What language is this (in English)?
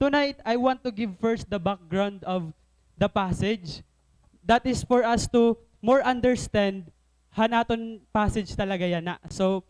Waray